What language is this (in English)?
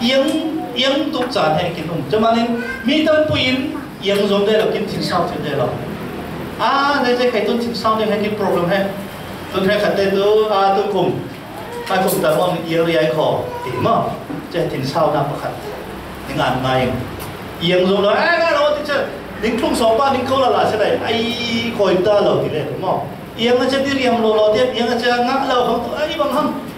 Falam Chin